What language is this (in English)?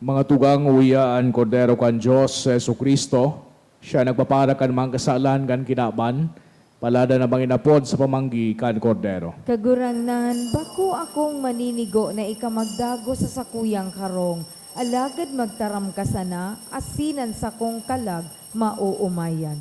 Bikol